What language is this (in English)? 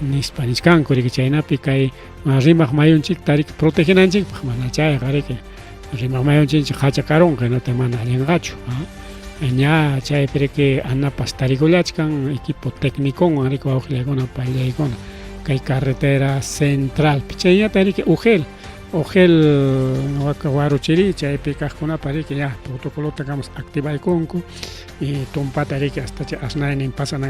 Ayacucho Quechua